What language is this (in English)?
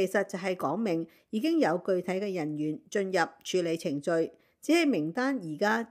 Cantonese